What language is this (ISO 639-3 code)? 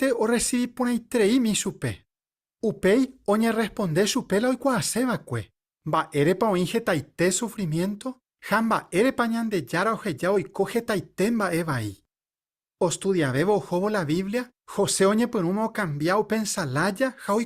grn